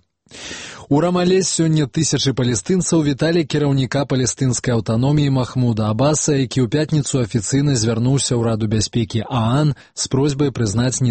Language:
Belarusian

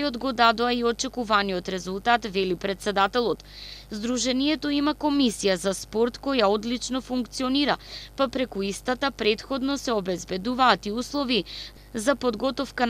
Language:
Macedonian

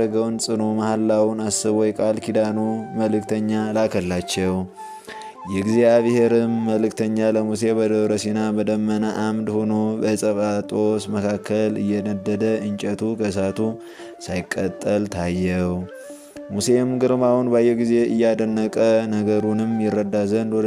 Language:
Amharic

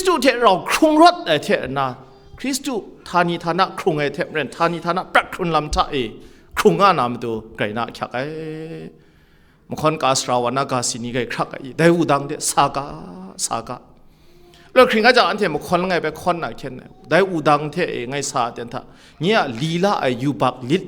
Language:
Kachin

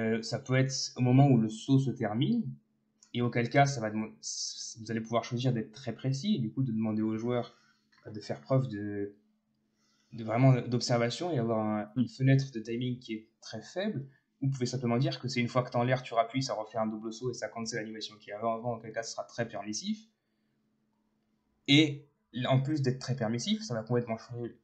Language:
French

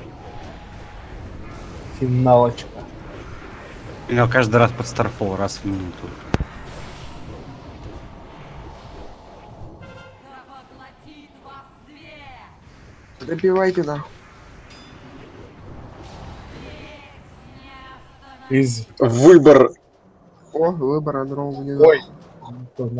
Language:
Russian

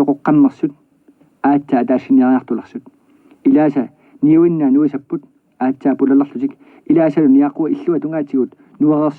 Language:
Kalaallisut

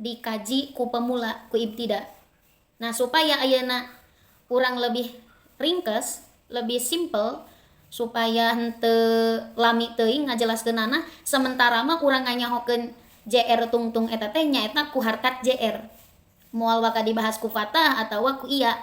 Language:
Sundanese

